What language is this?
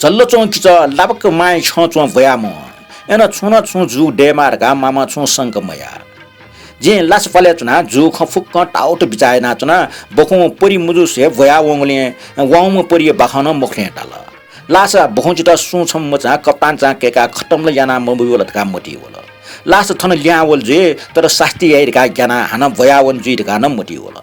Newari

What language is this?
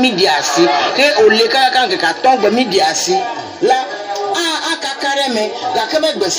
Ewe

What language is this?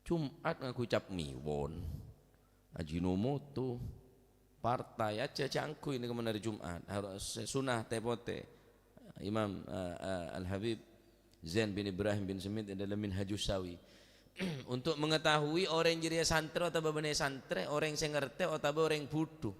Madurese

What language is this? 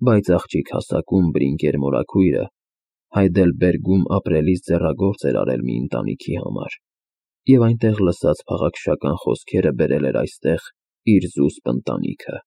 Armenian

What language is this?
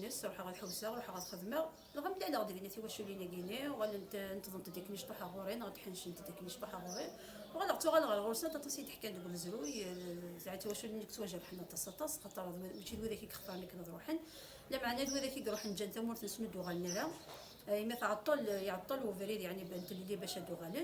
Kabyle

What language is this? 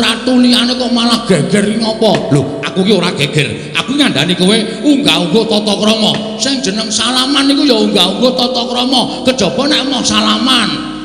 Javanese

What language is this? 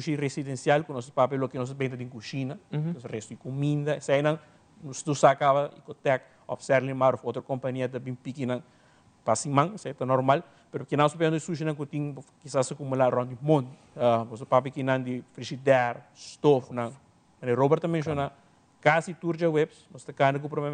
Papiamento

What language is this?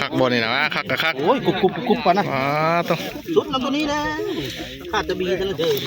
Northeastern Thai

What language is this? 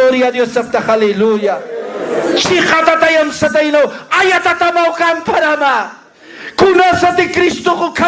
Aymara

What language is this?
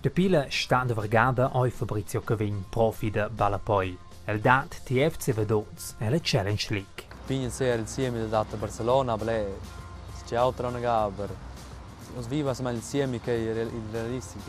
Romansh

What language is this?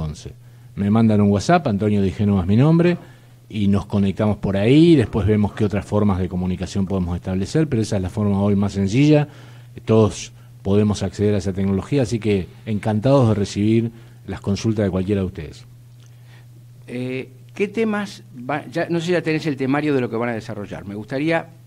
Spanish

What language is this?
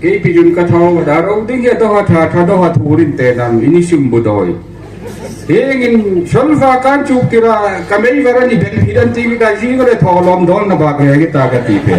Hmar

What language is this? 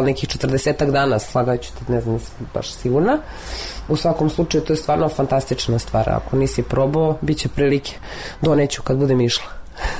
Serbian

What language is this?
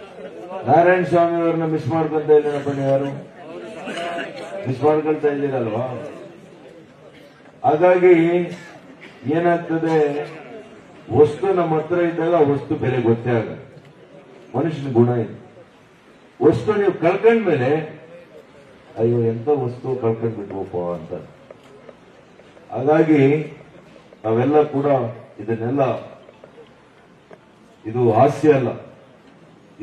Kannada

